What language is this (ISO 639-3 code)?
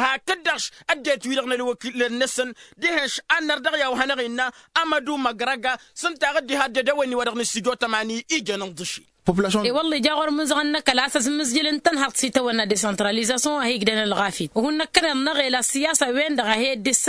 taq